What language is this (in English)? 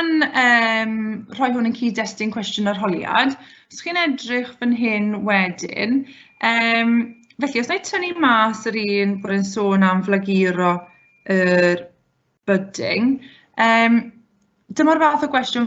Welsh